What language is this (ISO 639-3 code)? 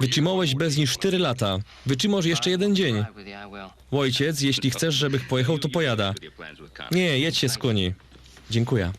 szl